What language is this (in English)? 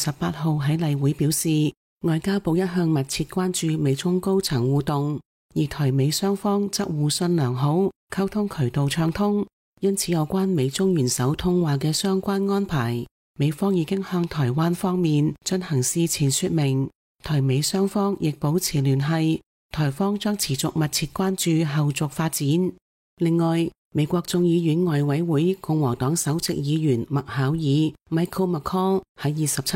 Cantonese